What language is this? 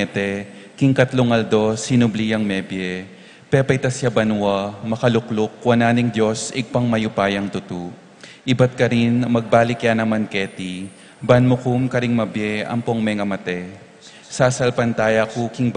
Pampanga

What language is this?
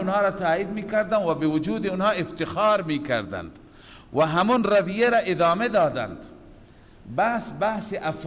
Persian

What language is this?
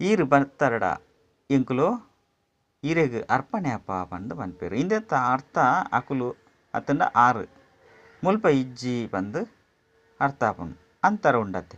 Tulu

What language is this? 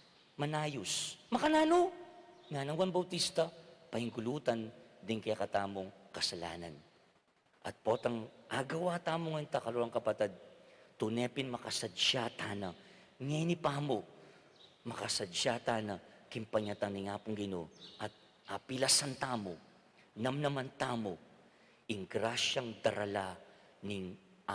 Pampanga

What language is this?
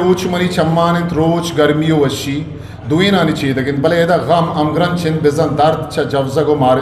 Eastern Balochi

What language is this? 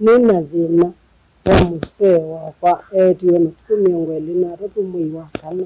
Kamba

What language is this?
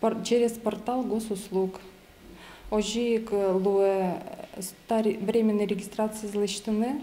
Udmurt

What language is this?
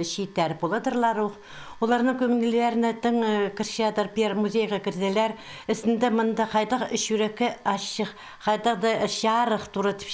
Khakas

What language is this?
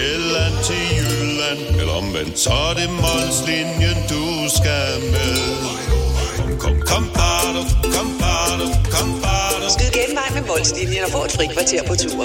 Danish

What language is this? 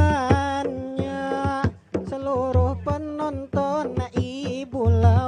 Banjar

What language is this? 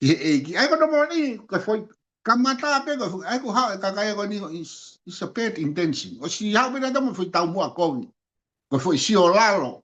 Tongan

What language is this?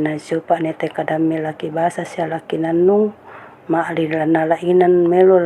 Toraja-Sa'dan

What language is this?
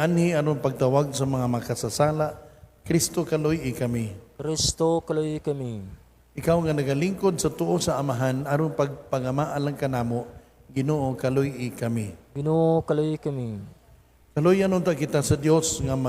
Cebuano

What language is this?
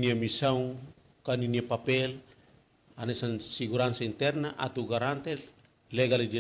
Tetum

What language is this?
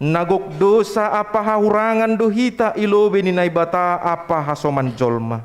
Batak Simalungun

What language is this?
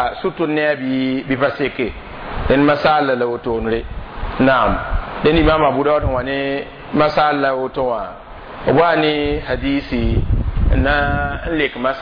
Mossi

